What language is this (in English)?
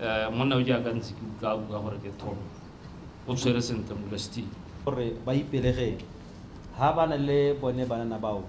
Tswana